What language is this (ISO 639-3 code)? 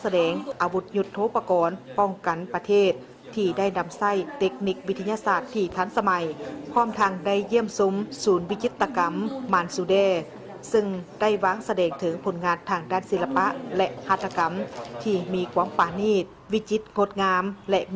lao